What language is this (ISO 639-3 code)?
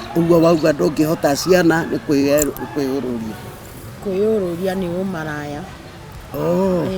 kik